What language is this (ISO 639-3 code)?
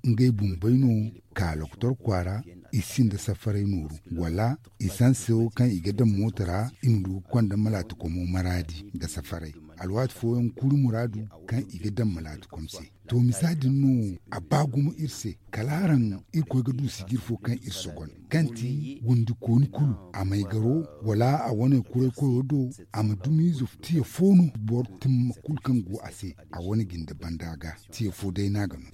dje